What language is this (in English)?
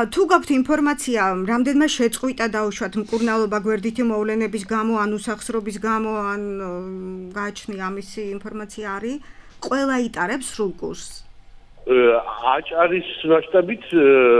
Georgian